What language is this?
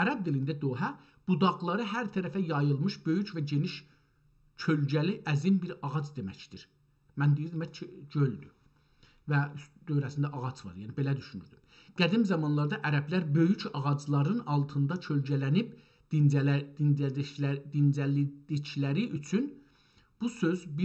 South Azerbaijani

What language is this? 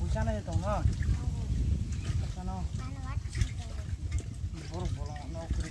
Kok Borok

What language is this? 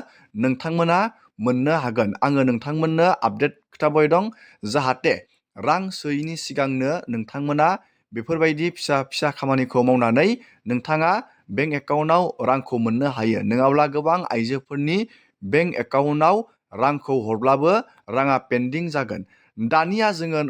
Bodo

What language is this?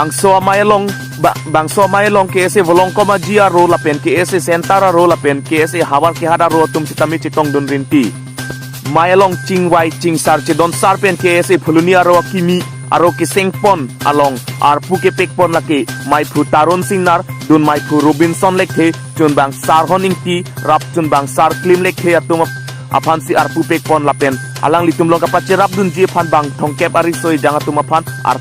Karbi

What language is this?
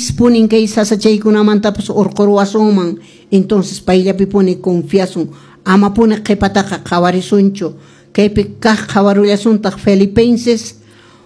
Quechua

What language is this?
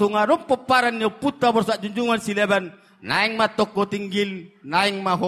Batak Toba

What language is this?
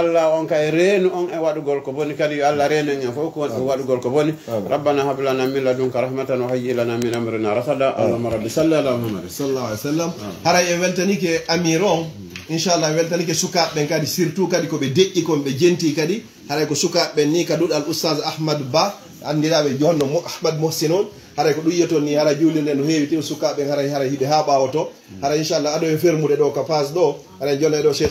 Fula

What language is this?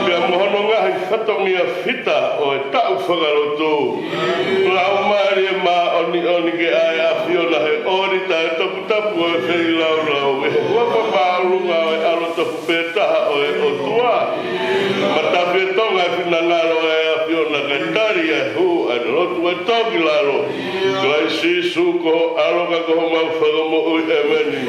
Tongan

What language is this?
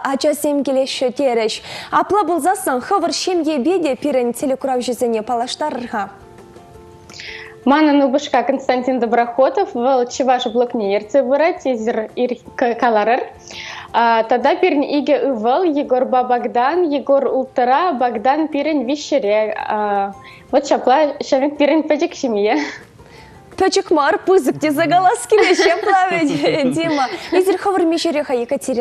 Chuvash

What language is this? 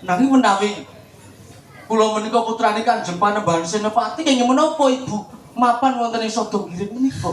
Javanese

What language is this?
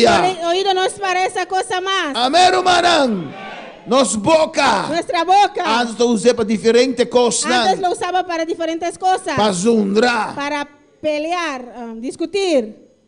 Papiamento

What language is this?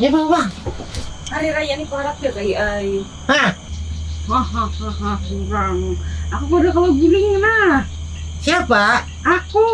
Banjar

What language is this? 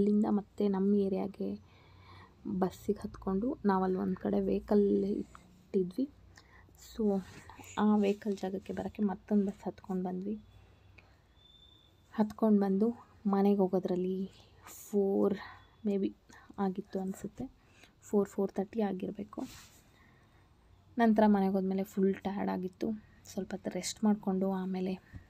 Kannada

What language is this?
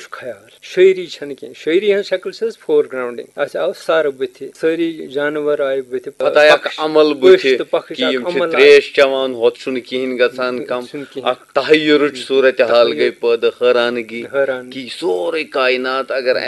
Kashmiri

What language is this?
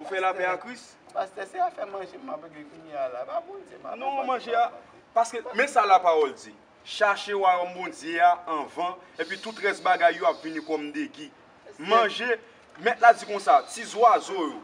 Haitian Creole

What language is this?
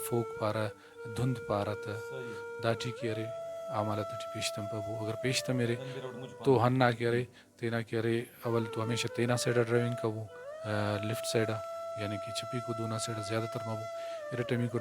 Brahui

